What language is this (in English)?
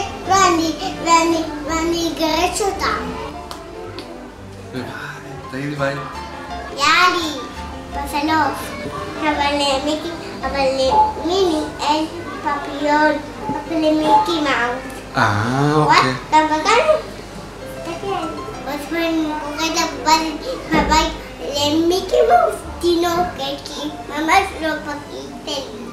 Hebrew